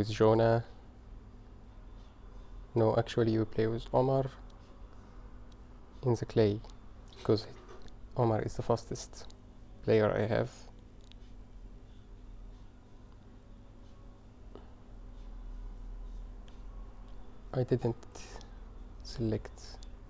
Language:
English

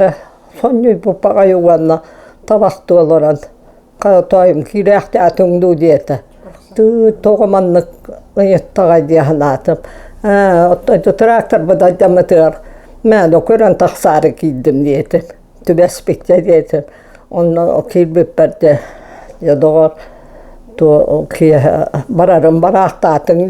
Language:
Yakut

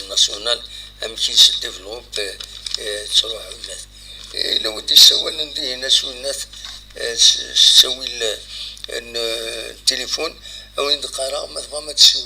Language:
Kabyle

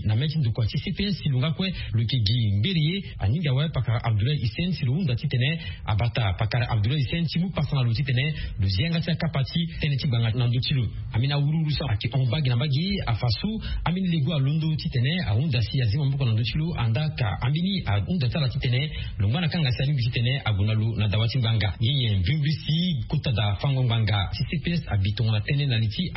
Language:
Sango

